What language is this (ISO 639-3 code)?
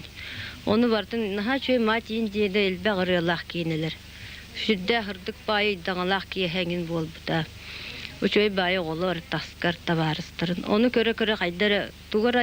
sah